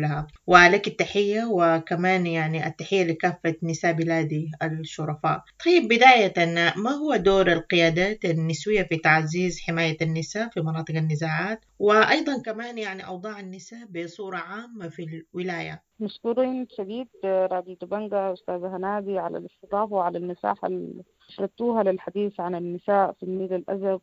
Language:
Sudanese Arabic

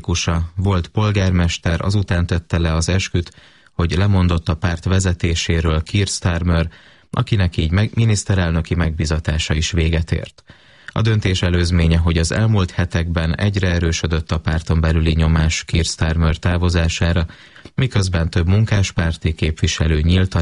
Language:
Hungarian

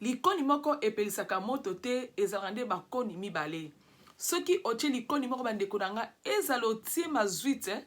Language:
Lingala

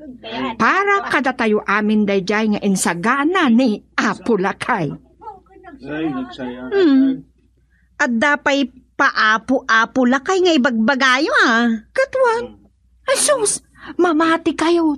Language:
Iloko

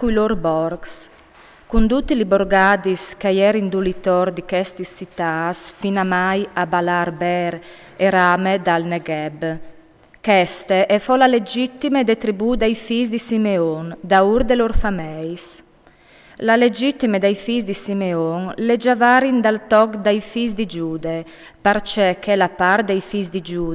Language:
Friulian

